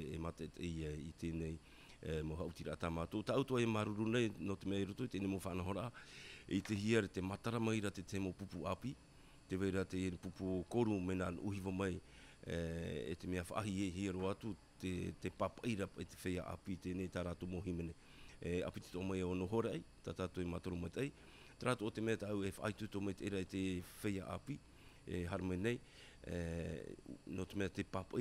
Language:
Tahitian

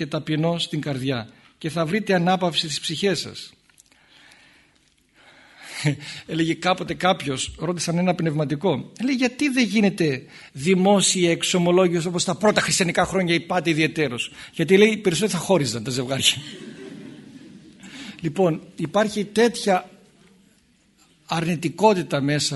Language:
Greek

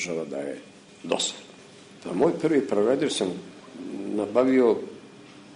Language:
Serbian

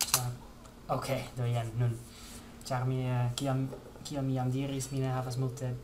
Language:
Esperanto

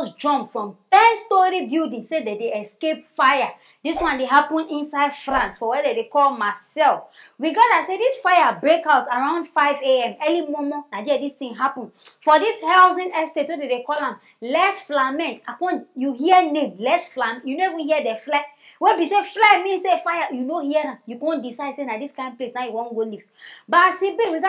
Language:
Nigerian Pidgin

